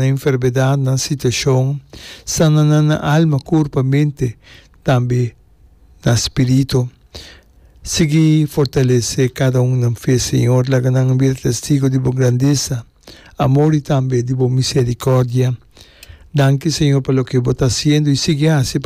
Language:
Papiamento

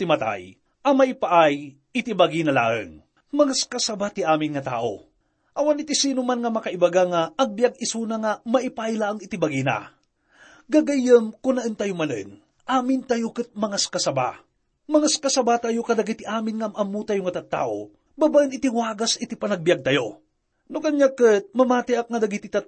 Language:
Iloko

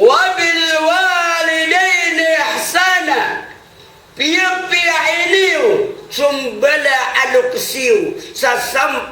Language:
Maranao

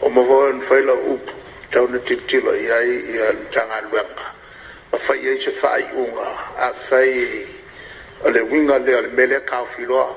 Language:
Samoan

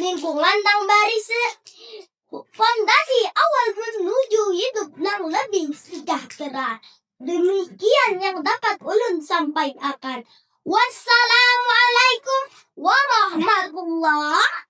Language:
Banjar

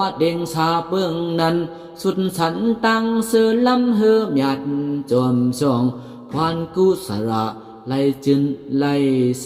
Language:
Shan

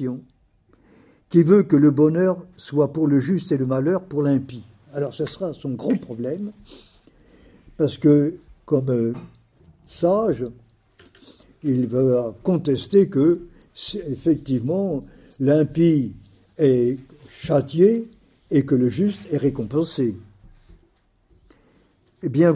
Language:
French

